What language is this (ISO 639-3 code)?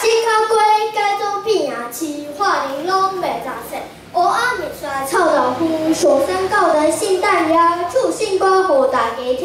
nan